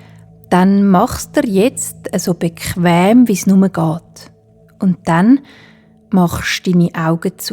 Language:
Swiss German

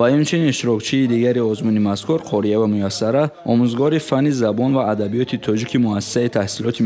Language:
Tajik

